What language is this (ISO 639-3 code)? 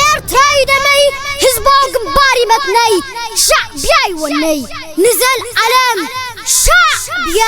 tir